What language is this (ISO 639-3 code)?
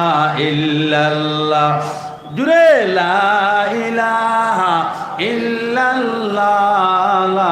syl